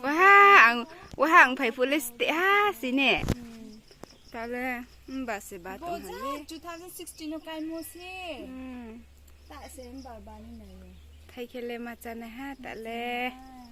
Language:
Riang (India)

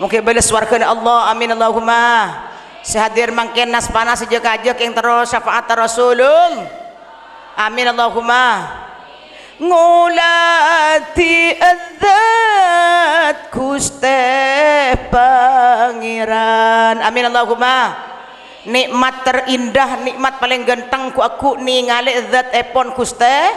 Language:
Madurese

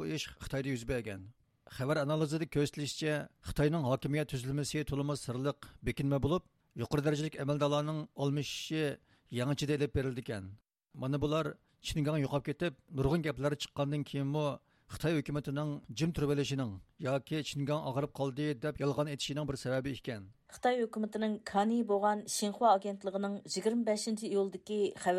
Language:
Uyghur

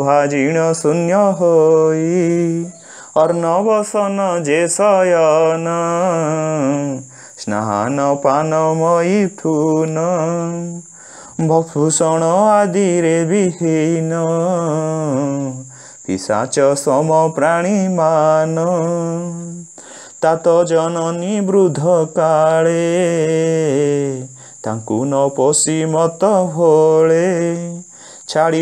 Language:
Odia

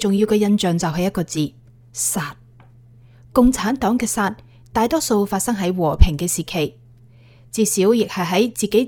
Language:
Cantonese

